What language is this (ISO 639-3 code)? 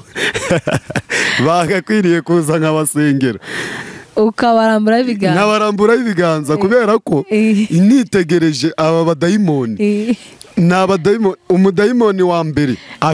kin